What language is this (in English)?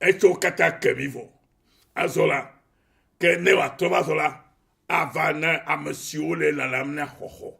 Ewe